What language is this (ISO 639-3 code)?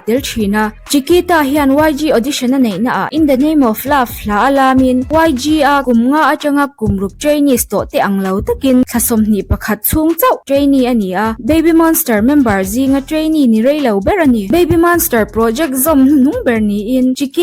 lus